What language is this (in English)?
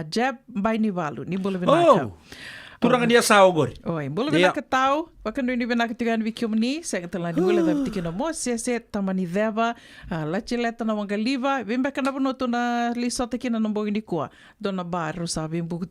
Fijian